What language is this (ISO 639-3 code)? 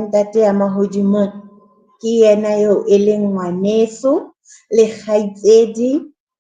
sot